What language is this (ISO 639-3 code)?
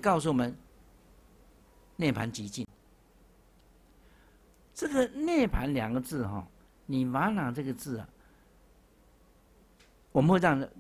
zho